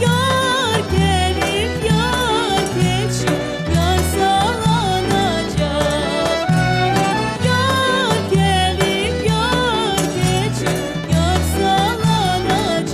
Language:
Crimean Tatar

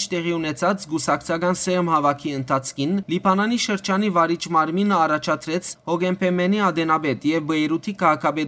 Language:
Western Armenian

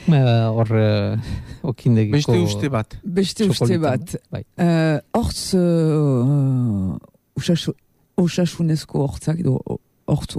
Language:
Basque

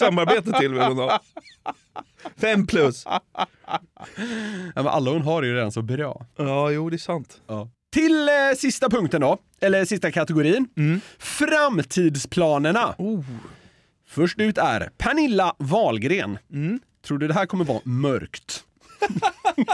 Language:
Swedish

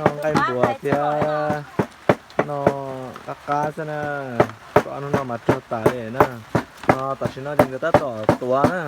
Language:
Hmong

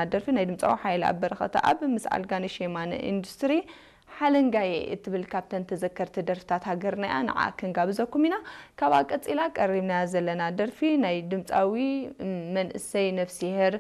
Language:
Tigrinya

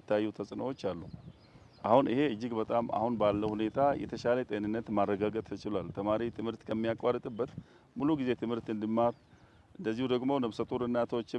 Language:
Amharic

